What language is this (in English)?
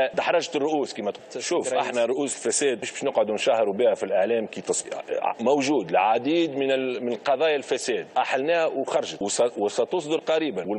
Tunisian Arabic